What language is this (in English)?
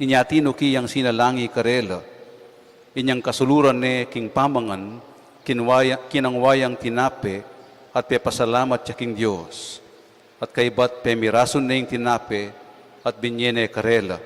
Pampanga